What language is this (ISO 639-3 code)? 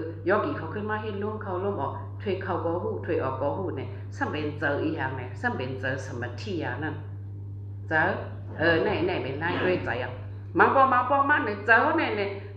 shn